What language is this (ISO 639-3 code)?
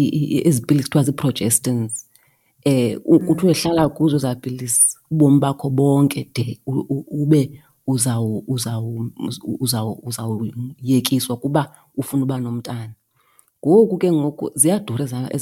xho